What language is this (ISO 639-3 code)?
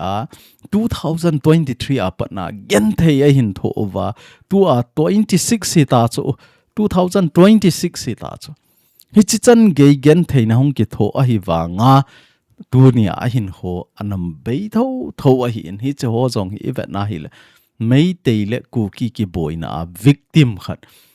tcz